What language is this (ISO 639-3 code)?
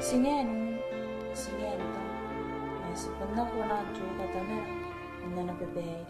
gil